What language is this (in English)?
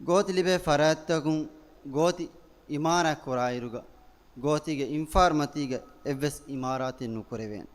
Divehi